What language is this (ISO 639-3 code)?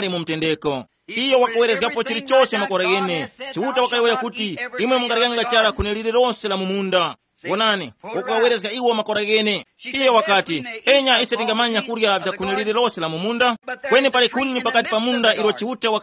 tum